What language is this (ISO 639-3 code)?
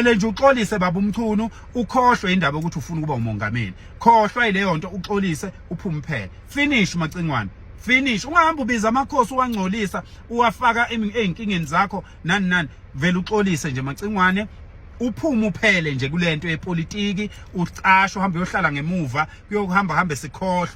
zul